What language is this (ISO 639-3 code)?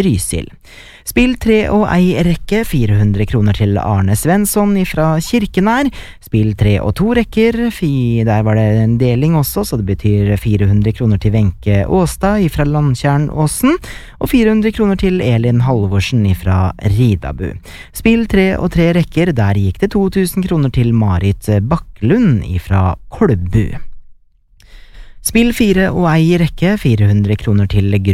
nor